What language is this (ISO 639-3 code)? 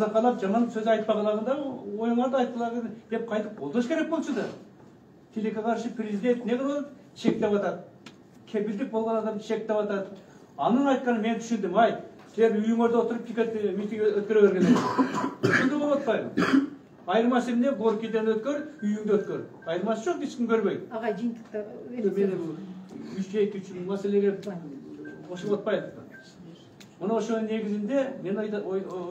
kir